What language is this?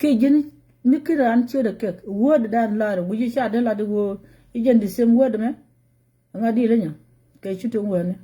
Nuer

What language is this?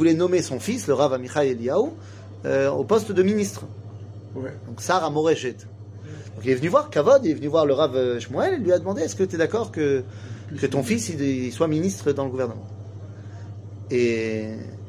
French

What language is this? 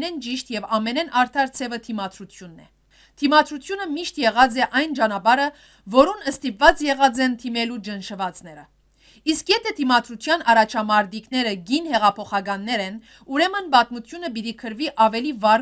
Western Armenian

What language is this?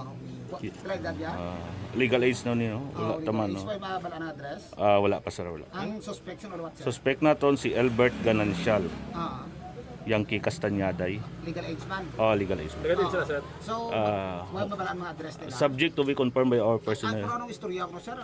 Hiligaynon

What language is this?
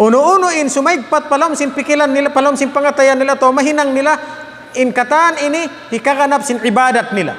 Tausug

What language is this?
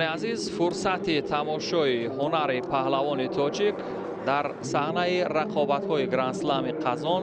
Tajik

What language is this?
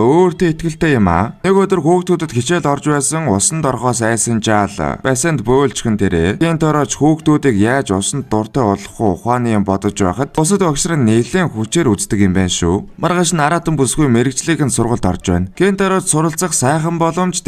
Mongolian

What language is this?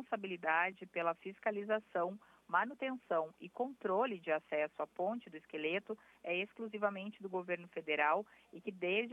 Portuguese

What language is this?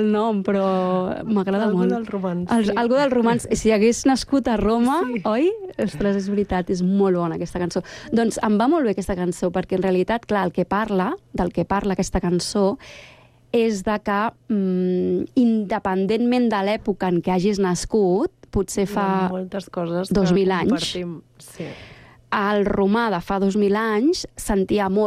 Catalan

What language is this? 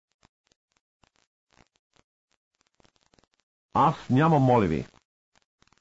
Bulgarian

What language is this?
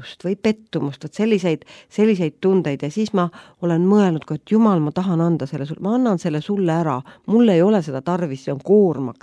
Estonian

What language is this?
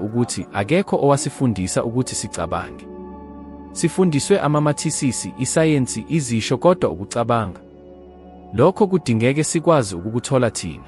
Zulu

